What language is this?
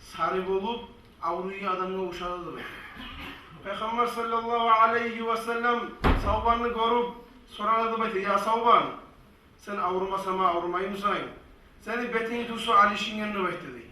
Kumyk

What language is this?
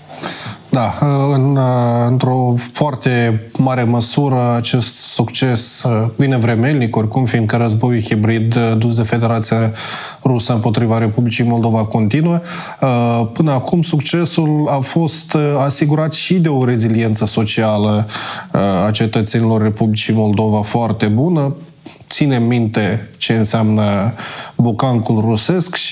Romanian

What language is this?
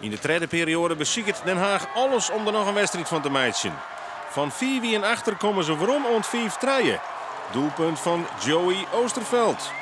Western Frisian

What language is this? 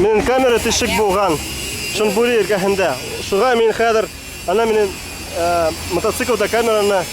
Bashkir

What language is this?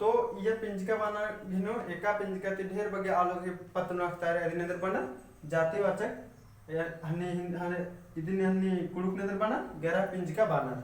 Kurukh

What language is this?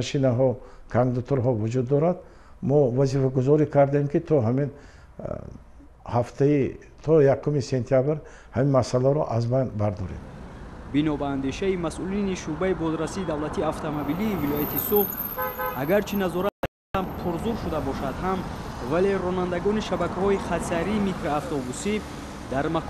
Tajik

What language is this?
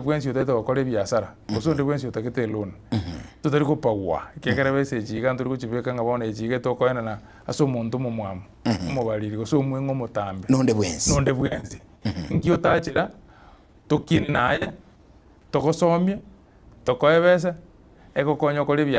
Gusii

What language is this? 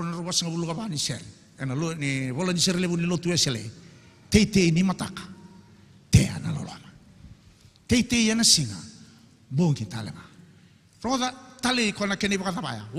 Fijian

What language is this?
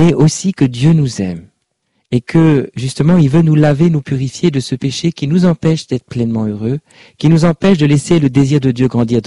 French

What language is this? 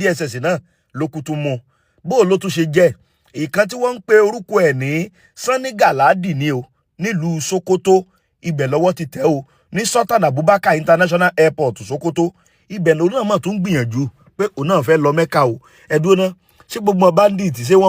Yoruba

